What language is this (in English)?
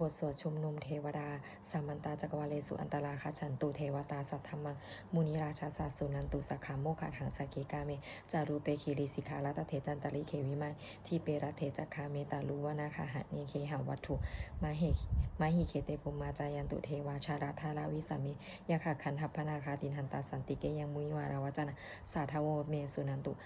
Pali